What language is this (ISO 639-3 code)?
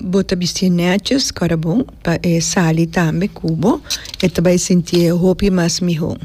pap